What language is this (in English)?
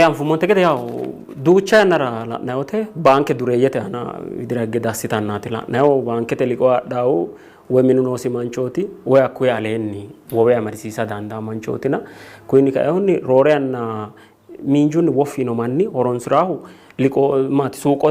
Sidamo